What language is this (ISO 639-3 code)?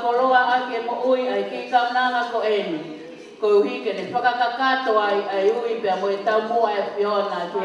ton